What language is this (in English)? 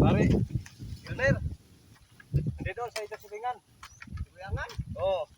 Cebuano